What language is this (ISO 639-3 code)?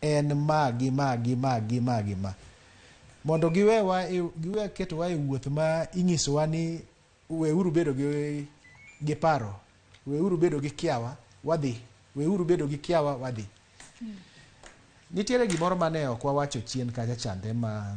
luo